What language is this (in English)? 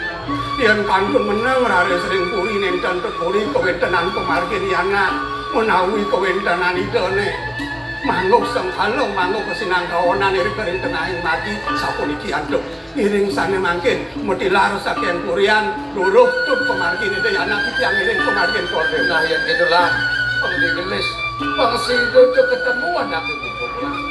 Balinese